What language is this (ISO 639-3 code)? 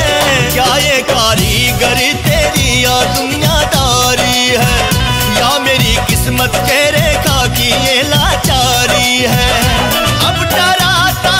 bho